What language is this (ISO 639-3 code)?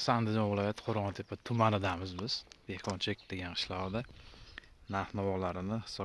uzb